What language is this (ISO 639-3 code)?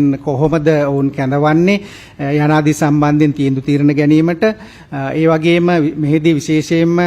sin